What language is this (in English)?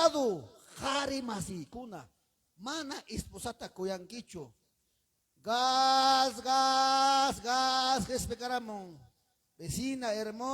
Ayacucho Quechua